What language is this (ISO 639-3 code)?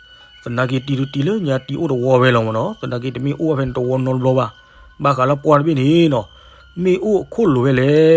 ksw